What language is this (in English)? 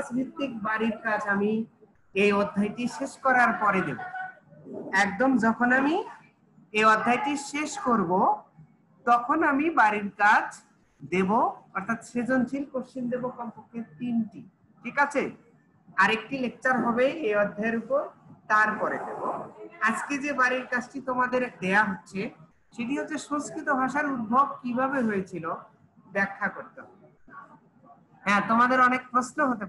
Bangla